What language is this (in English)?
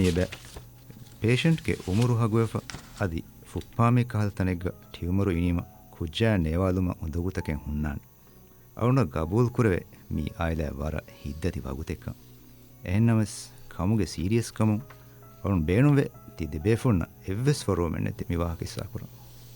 Divehi